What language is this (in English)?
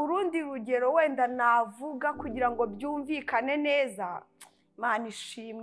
Kinyarwanda